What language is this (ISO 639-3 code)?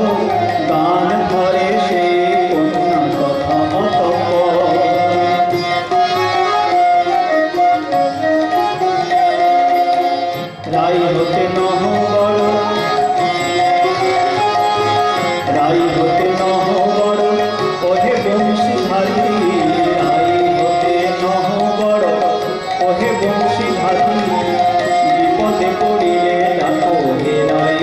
ben